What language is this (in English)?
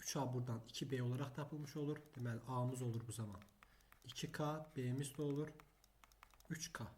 Azerbaijani